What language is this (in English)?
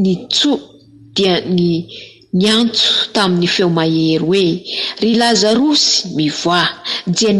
Malagasy